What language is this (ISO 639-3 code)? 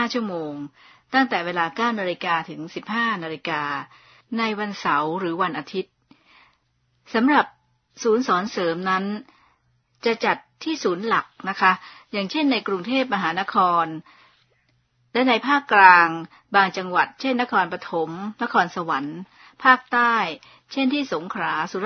tha